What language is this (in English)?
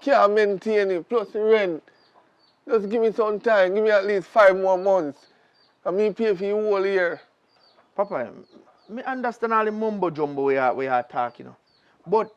Jamaican Creole English